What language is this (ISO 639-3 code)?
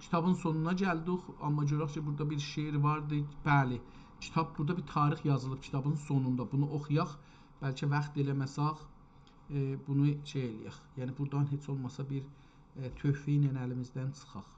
azb